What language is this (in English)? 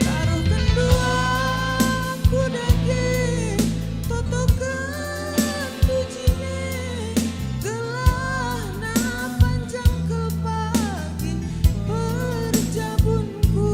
Batak Karo